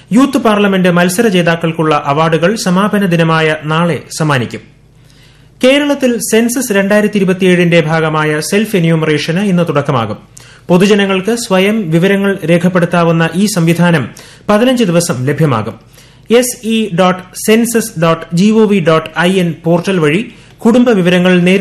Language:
Malayalam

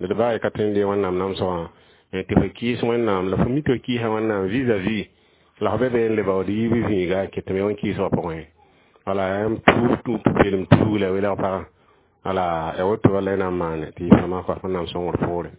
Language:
Mossi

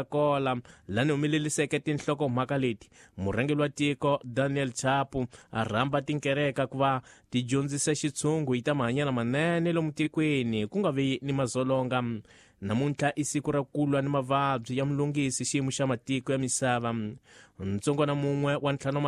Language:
Tsonga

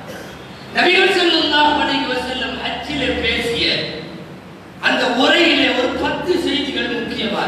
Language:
Tamil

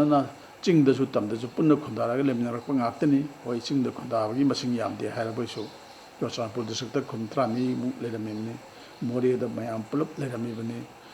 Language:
Manipuri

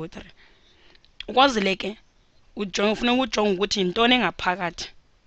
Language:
Xhosa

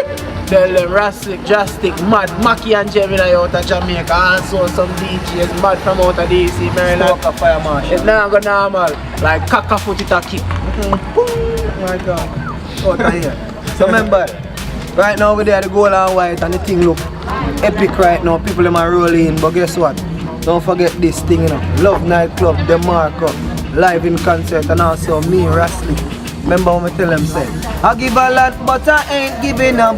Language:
Jamaican Creole English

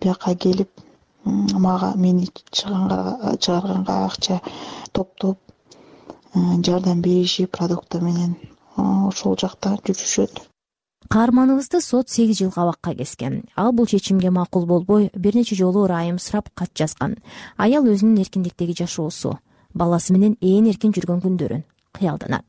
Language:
Kyrgyz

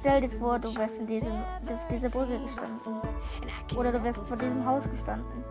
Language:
Swiss German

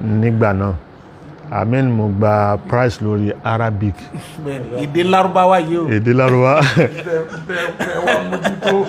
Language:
Yoruba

